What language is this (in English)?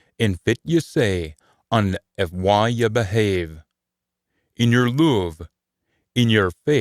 Scots